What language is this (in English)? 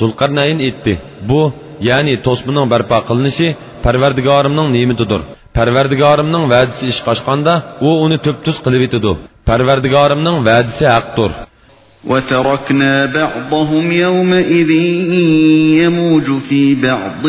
Uyghur